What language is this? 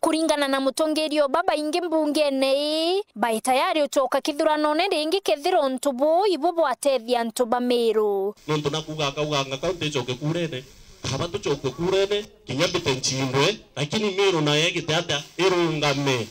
Meru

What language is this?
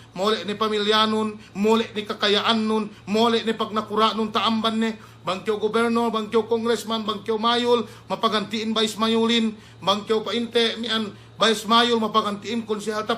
Yakan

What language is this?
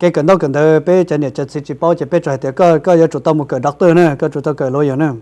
Hmong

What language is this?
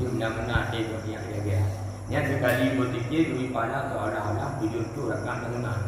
Achinese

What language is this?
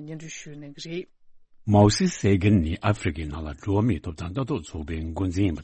Tibetan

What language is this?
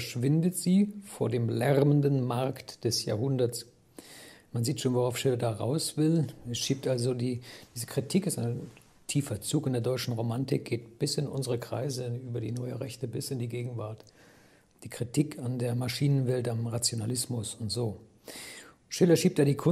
German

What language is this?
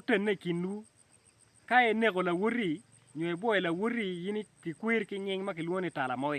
Acoli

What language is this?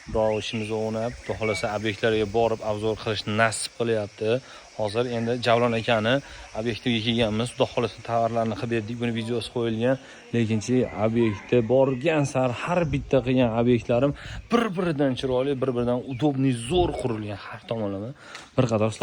Uzbek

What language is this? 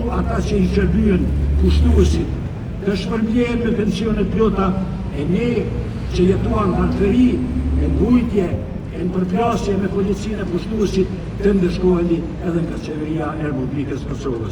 Albanian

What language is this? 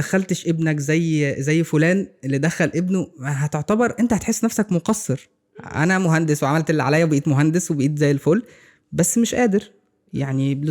Egyptian Arabic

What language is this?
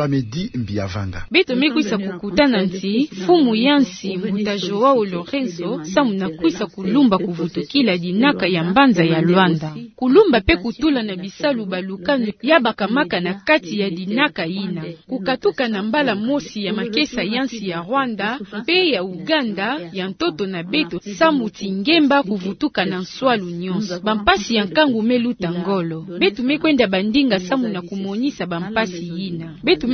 Kituba (Democratic Republic of Congo)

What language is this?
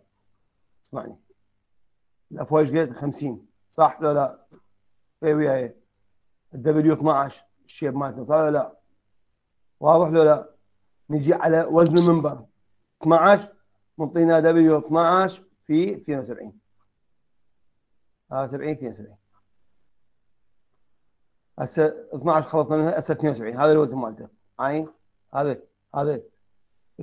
Mesopotamian Arabic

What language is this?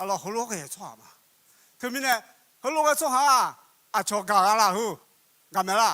Akha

